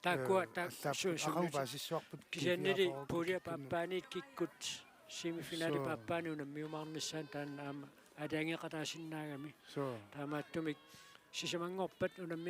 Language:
Kalaallisut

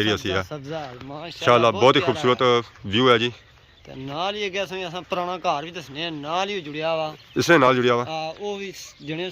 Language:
Pahari-Potwari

